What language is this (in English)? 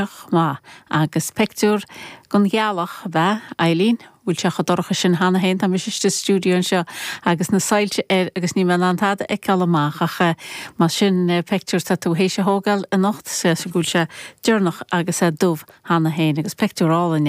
Irish